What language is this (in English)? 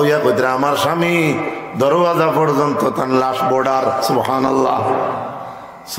Sylheti